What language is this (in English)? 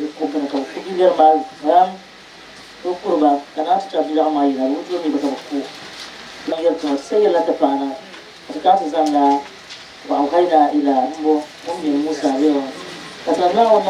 Dagbani